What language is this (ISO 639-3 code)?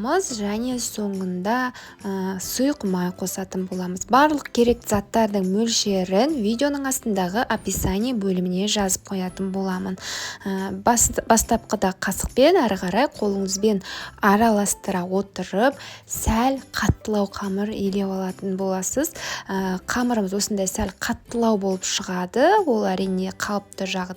kaz